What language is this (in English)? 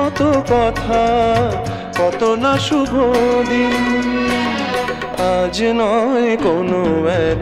Bangla